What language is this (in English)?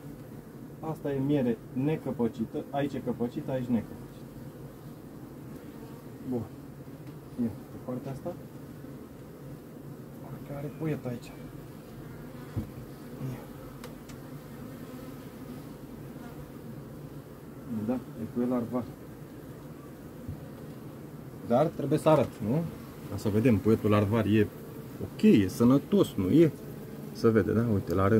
Romanian